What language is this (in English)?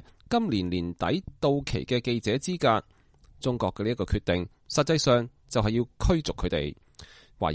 Cantonese